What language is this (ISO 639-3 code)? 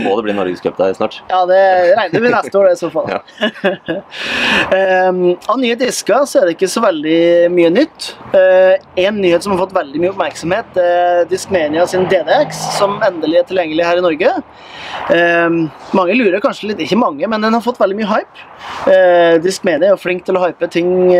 nor